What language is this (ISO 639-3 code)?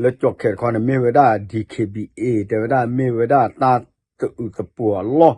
ksw